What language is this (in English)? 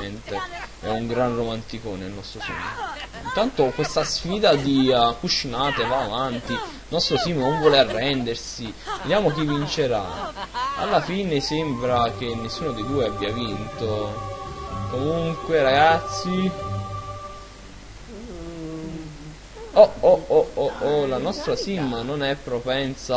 Italian